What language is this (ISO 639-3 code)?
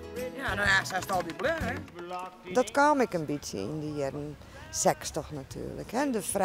fry